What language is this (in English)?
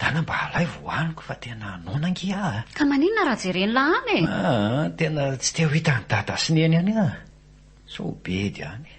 Malagasy